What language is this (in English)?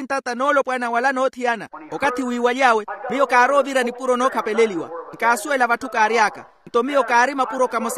Makhuwa